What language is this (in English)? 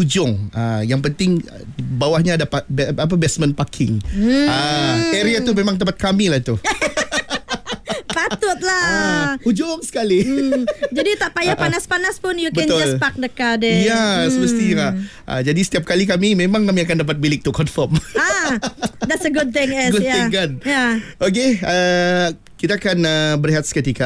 Malay